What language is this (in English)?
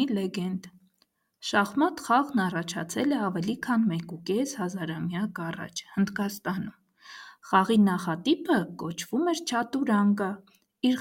Armenian